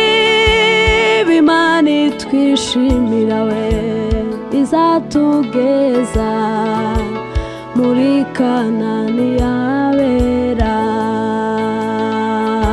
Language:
Kinyarwanda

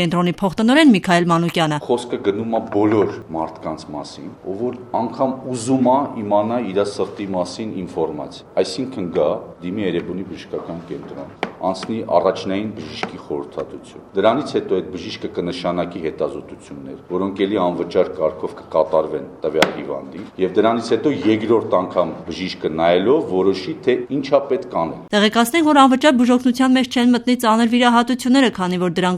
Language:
Armenian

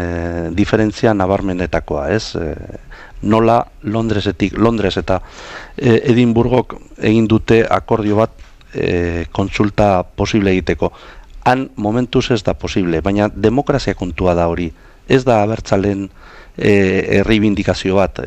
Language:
Basque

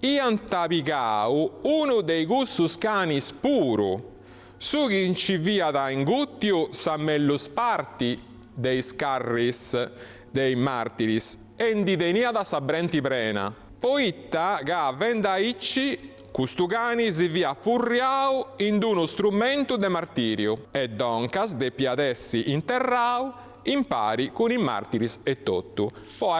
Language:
Sardinian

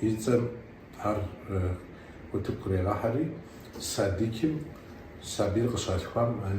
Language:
Kabardian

